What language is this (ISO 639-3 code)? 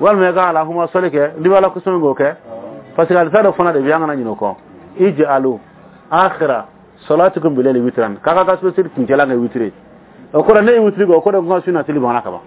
bam